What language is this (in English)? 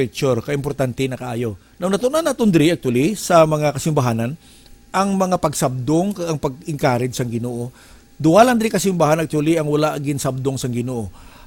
Hiligaynon